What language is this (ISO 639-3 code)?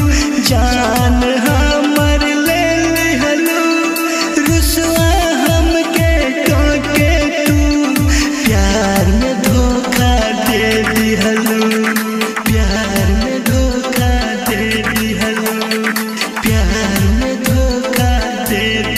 bho